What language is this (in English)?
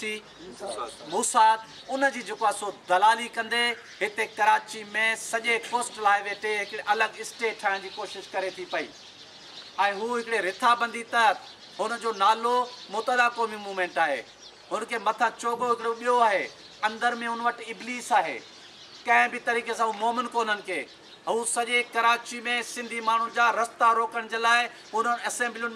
Sindhi